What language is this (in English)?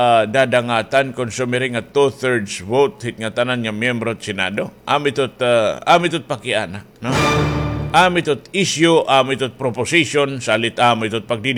Waray